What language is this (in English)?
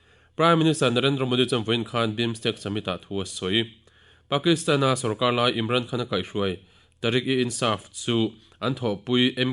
Mizo